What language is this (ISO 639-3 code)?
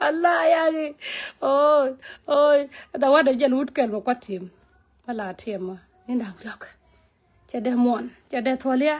nus